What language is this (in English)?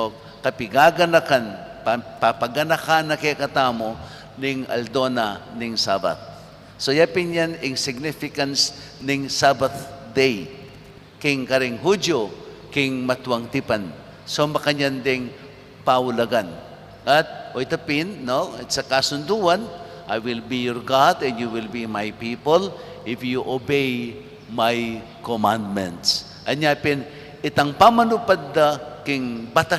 Pampanga